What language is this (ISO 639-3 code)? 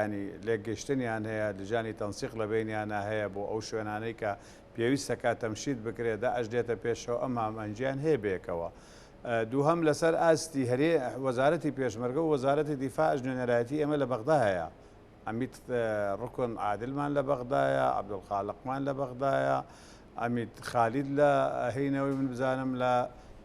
ckb